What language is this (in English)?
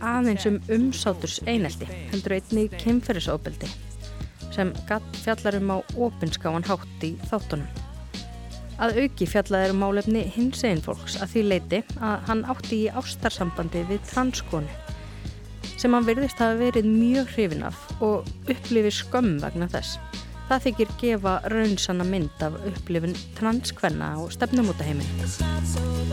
Icelandic